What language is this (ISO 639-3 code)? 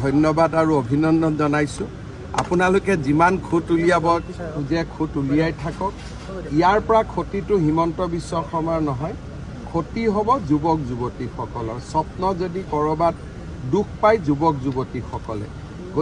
asm